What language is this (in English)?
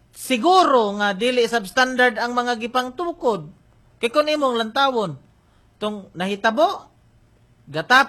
Cebuano